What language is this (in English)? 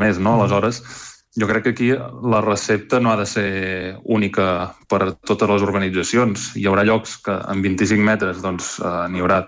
Catalan